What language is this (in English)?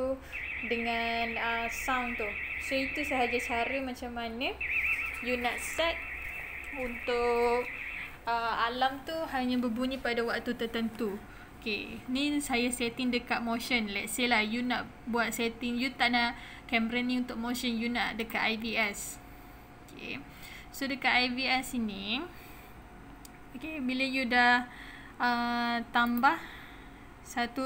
Malay